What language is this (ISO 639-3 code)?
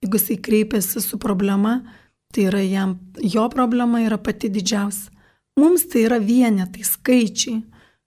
lit